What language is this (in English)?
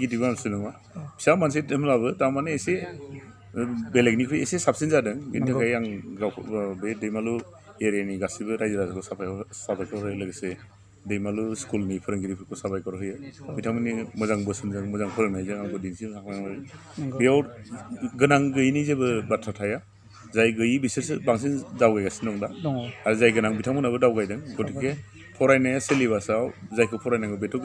Bodo